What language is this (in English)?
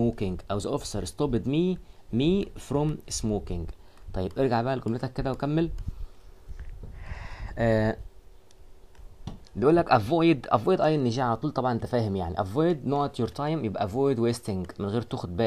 Egyptian Arabic